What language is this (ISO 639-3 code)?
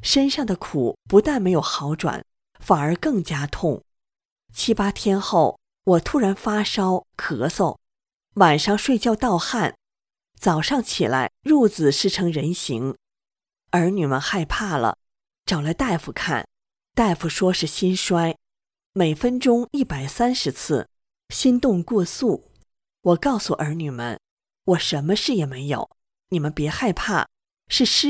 zho